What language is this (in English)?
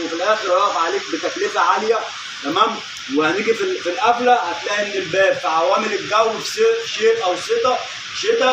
Egyptian Arabic